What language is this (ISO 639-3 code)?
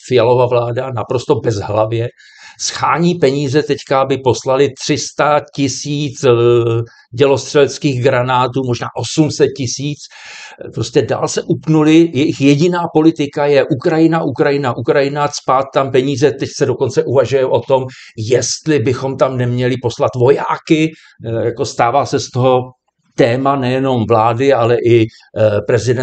ces